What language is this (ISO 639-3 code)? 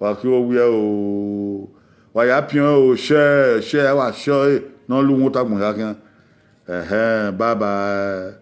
bin